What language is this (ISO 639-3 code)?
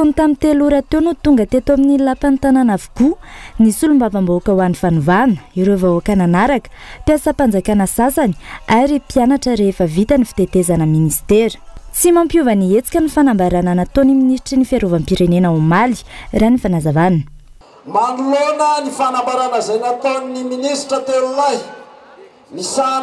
mlg